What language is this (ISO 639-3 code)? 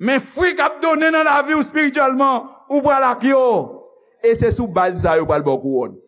hat